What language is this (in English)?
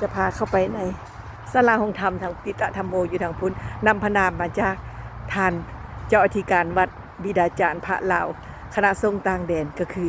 Lao